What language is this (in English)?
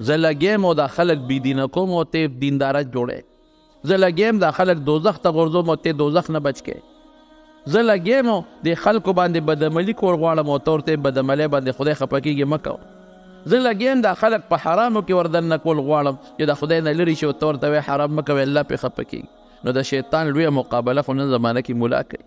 Pashto